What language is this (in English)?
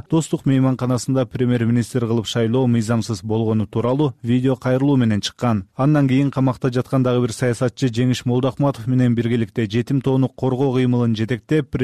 Kyrgyz